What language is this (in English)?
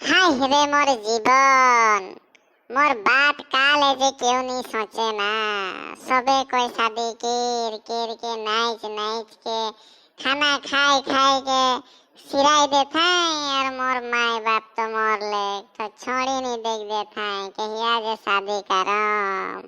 Sadri